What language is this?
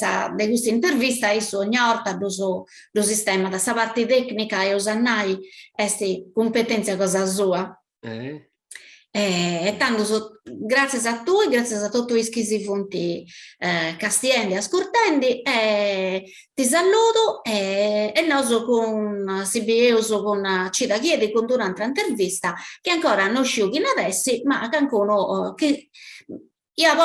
Sardinian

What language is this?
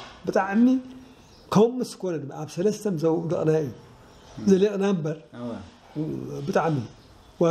Tigrinya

